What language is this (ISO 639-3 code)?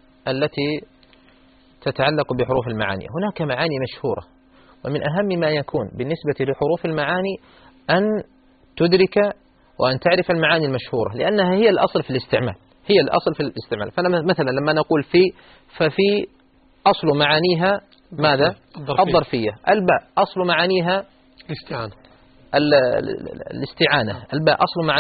ara